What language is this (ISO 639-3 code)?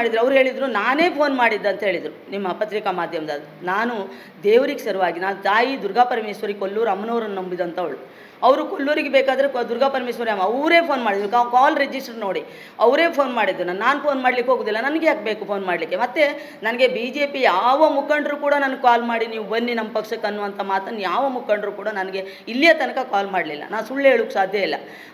kan